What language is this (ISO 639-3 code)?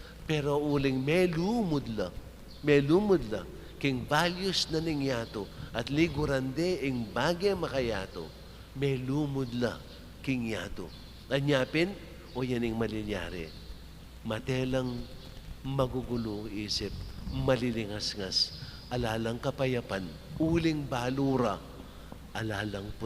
pam